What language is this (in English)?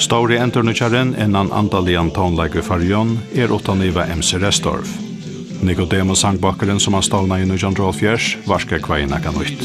Faroese